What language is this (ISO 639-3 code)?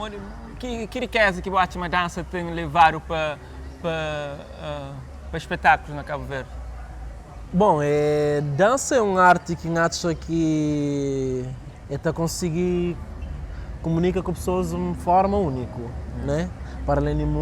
kea